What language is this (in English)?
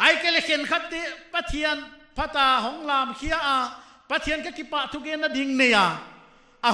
Paite Chin